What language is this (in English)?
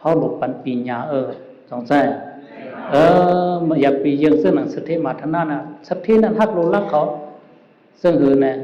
Shan